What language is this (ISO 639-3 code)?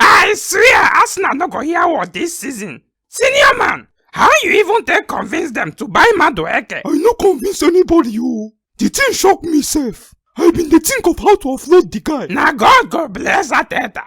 pcm